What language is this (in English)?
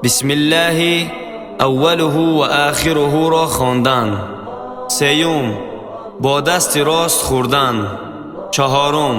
Tajik